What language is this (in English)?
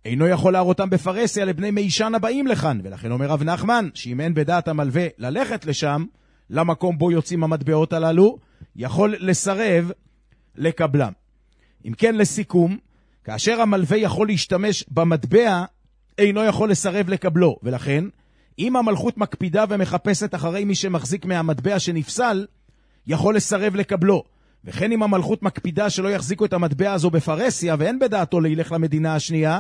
Hebrew